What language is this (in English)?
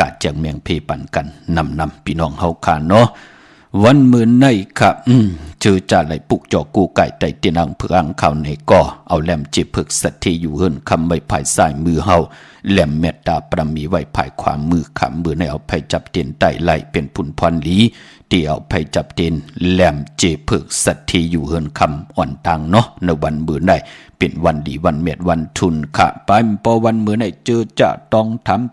Shan